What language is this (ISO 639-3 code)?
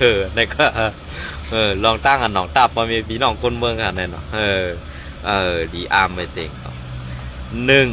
shn